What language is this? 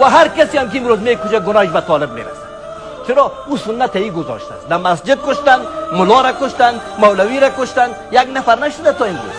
Persian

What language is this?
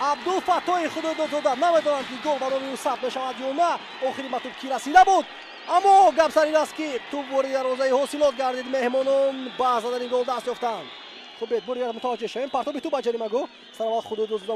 Tajik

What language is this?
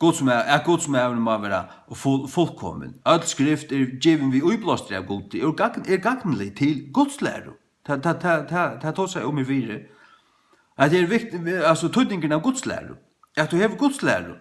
Faroese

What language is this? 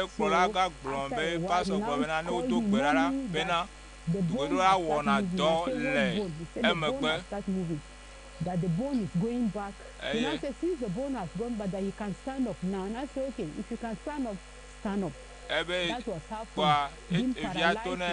Ewe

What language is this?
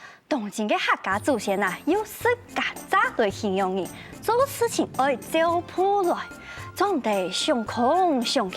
Hakka Chinese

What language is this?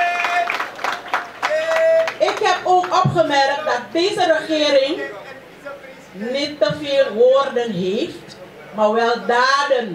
Dutch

